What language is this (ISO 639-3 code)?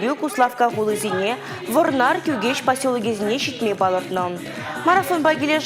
chv